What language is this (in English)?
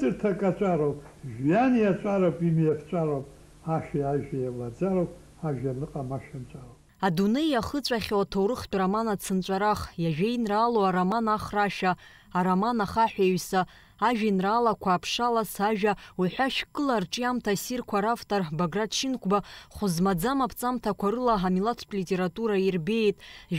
Abkhazian